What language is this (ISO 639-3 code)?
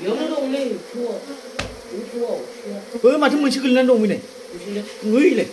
brx